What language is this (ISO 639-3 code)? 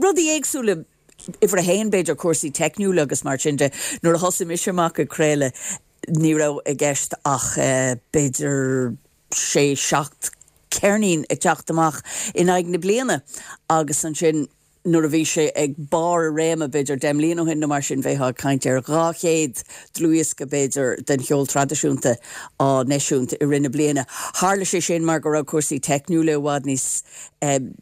gle